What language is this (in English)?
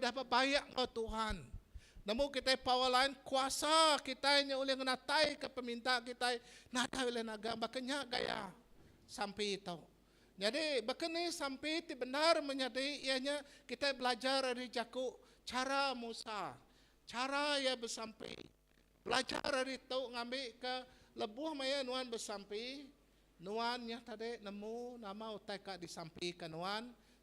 Iban